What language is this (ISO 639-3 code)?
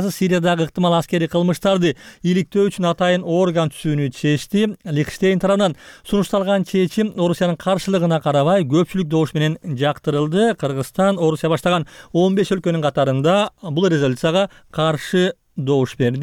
kir